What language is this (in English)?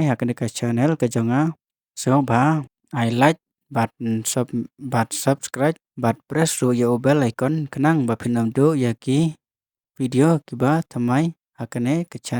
Khasi